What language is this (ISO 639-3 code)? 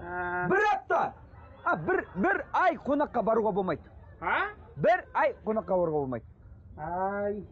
kaz